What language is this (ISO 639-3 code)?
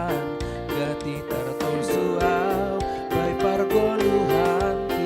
bts